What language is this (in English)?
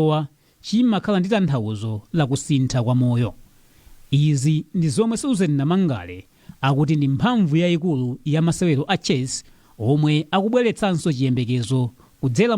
Nyanja